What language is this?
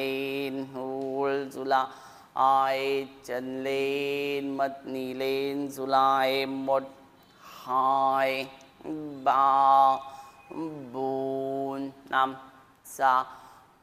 Vietnamese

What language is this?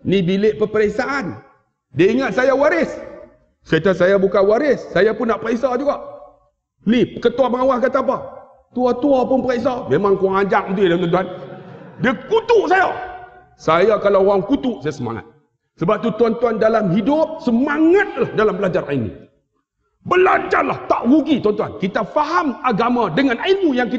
Malay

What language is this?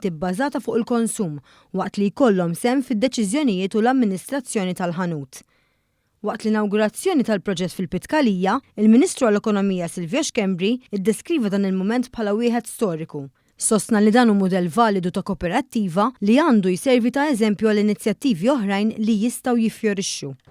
Maltese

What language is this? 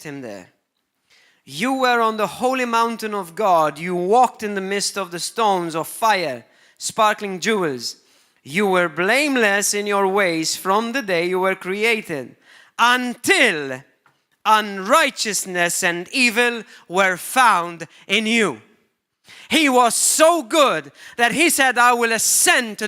English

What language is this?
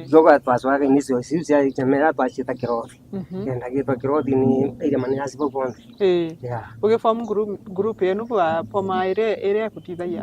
Meru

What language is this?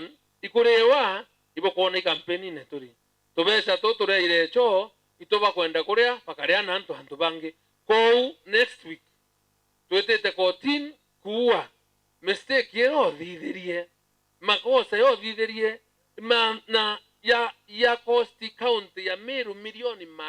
Meru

